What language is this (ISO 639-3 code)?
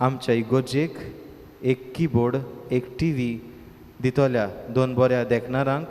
kok